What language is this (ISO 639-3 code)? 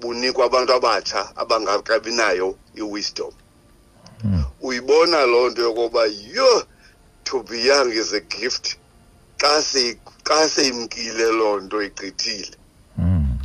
xho